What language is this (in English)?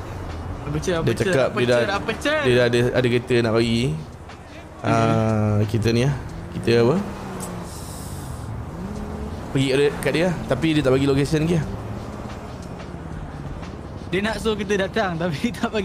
Malay